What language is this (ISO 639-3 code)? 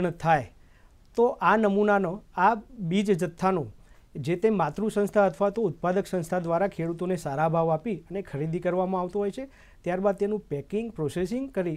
guj